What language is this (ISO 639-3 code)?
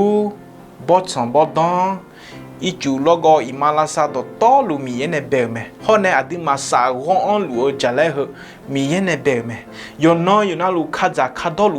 ahk